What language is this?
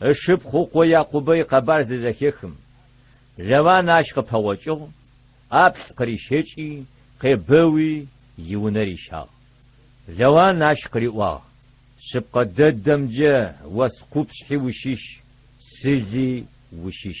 Adyghe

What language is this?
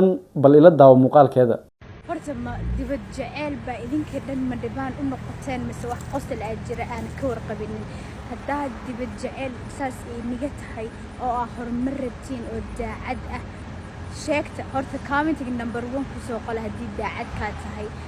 Somali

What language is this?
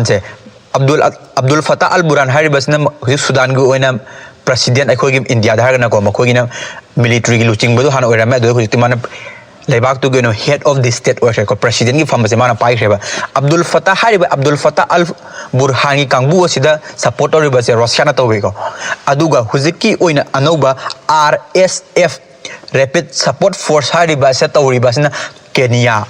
Manipuri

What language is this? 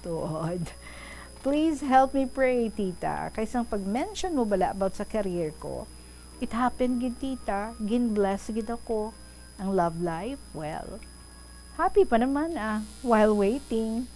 Hiligaynon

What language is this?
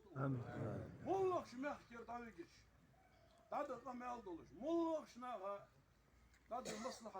Ingush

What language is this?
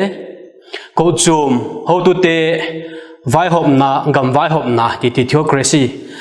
Vaiphei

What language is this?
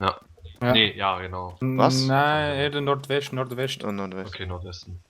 Swiss German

